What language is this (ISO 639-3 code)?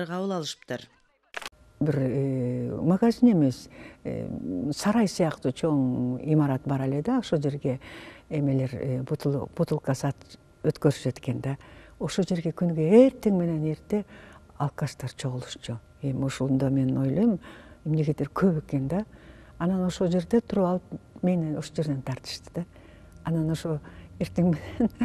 kir